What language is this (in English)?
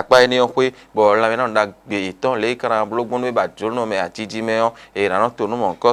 Fon